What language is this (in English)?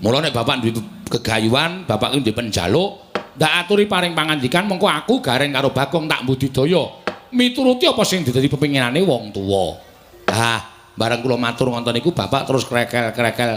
Javanese